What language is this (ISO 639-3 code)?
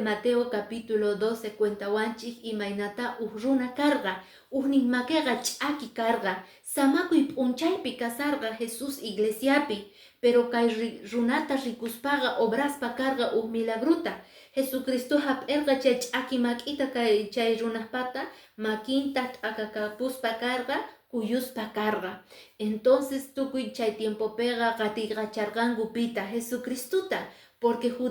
que